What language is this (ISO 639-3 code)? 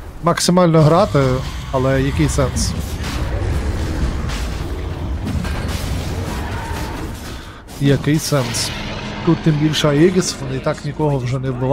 ukr